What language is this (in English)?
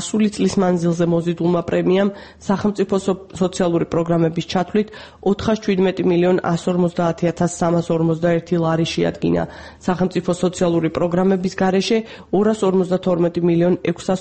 Georgian